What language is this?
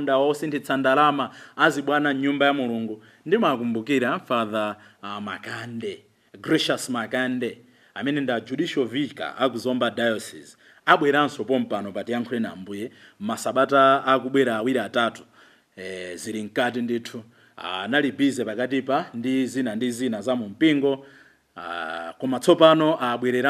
Nyanja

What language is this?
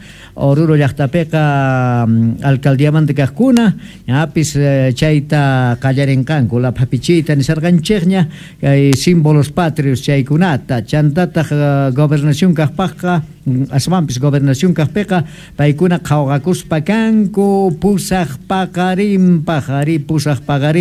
South Bolivian Quechua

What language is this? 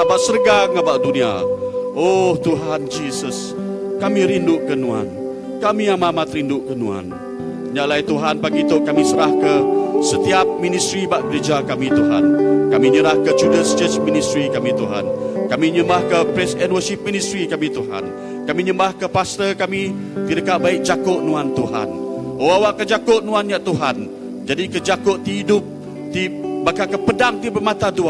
Iban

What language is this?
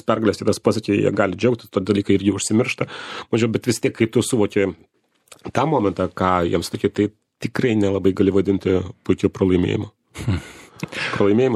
Lithuanian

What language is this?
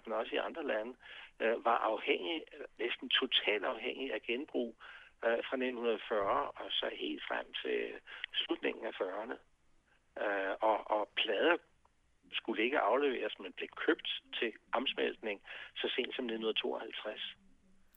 Danish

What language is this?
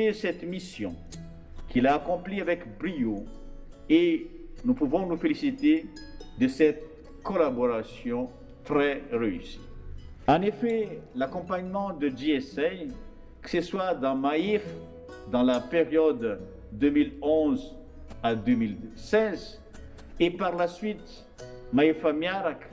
French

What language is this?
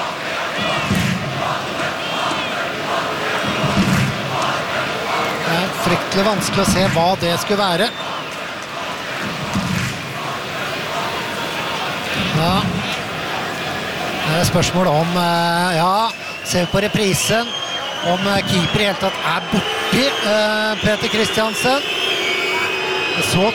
Norwegian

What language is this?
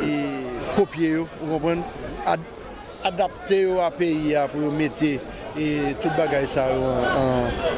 Haitian Creole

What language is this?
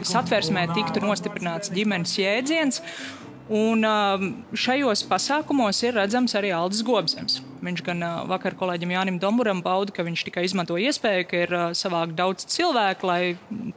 Latvian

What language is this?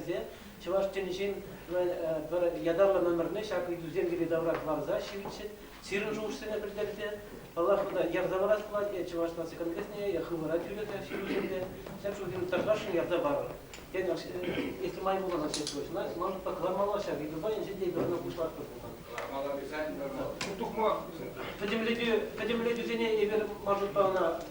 Chuvash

